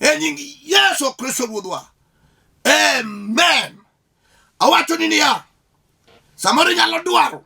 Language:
Luo (Kenya and Tanzania)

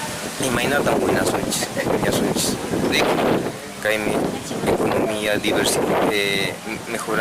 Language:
Quechua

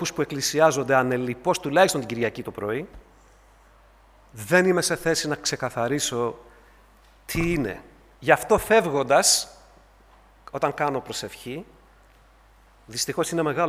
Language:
Greek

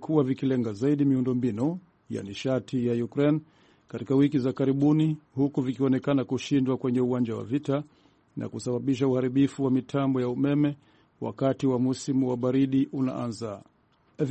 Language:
Swahili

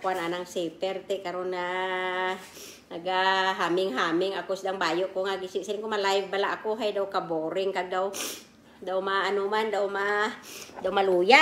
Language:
Kinaray-a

